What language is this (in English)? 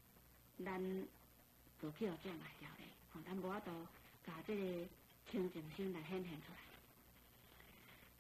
Min Nan Chinese